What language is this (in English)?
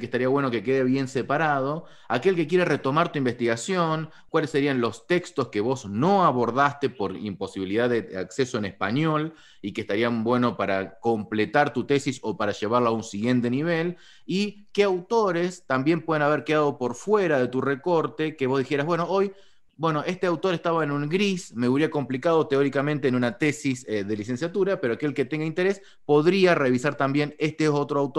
Spanish